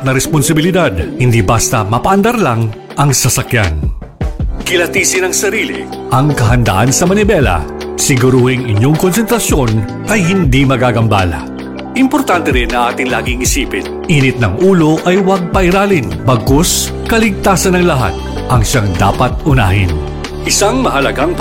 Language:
Filipino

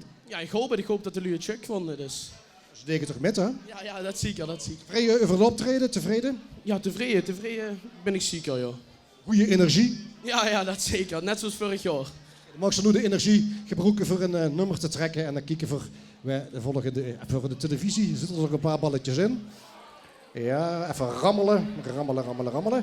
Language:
Limburgish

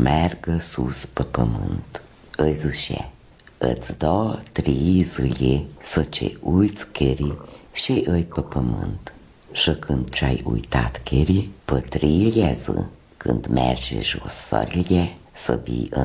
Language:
Romanian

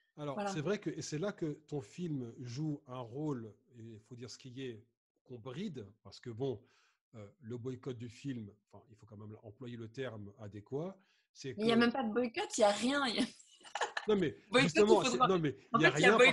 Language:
French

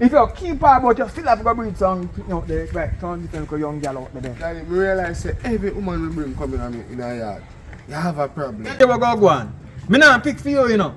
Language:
Jamaican Creole English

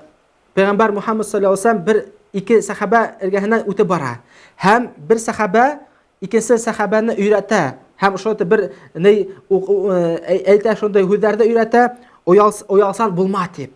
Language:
Bashkir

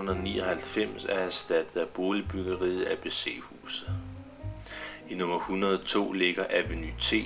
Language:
Danish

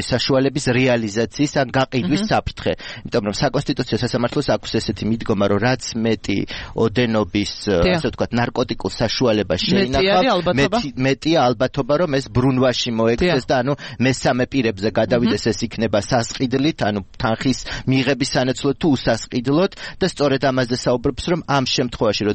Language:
Georgian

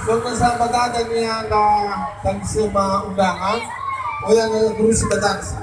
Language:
Nias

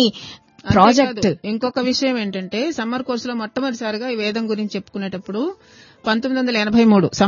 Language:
Telugu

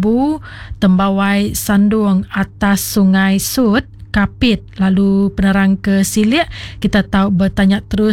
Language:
Iban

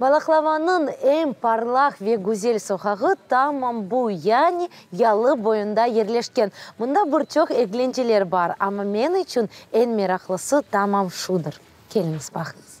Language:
Crimean Tatar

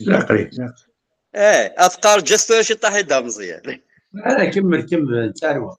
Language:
Kabyle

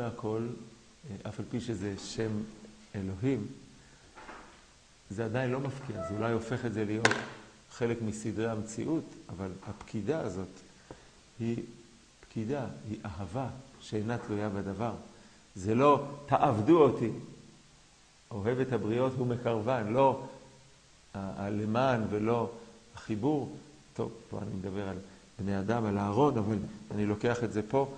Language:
Hebrew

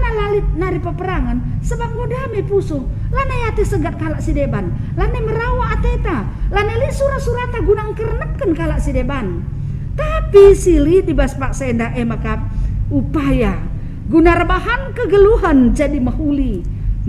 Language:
Batak Karo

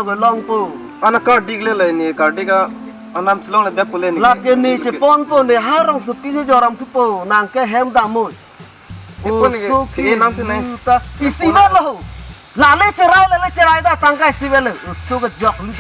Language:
Karbi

